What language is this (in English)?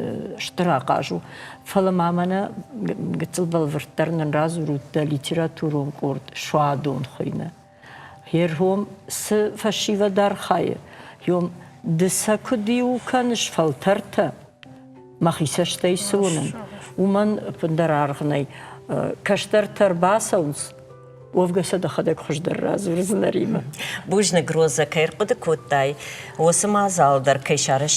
Ossetic